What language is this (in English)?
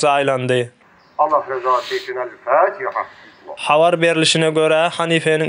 Turkmen